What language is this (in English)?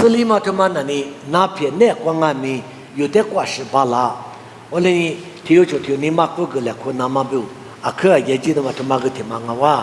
Lisu